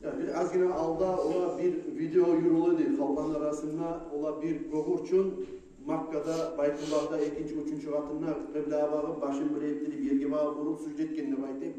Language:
Kumyk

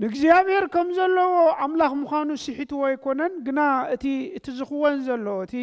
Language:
Tigrinya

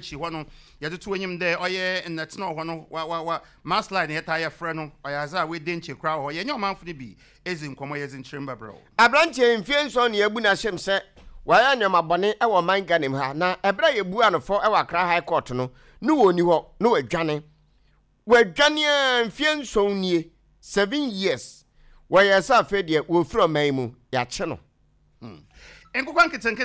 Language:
Akan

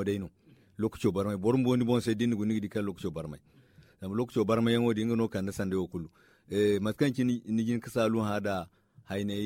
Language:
Zarma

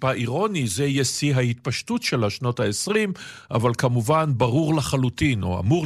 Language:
Hebrew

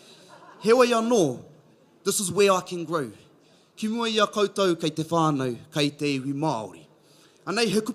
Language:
Māori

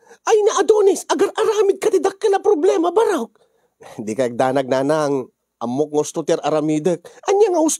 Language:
Iloko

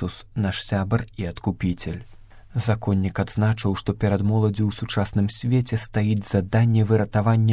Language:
Belarusian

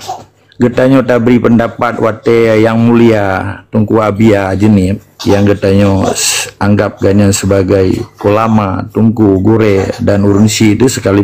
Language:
Achinese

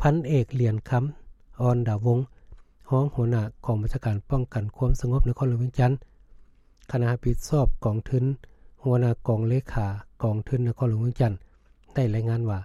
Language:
Lao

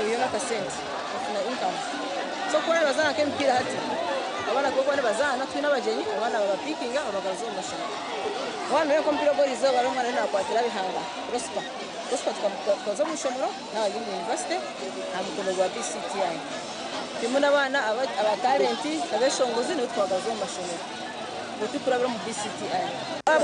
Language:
Nyankole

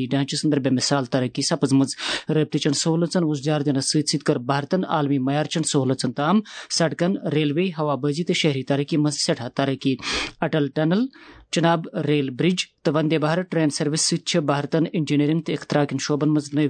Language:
Kashmiri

